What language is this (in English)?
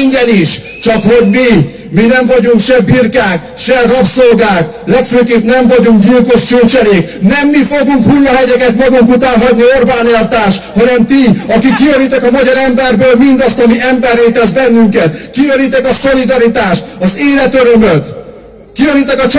Hungarian